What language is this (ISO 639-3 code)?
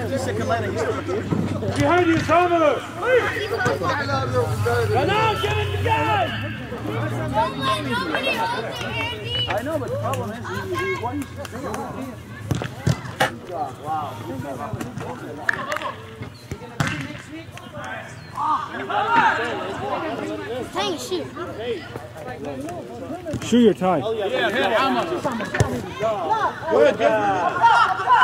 eng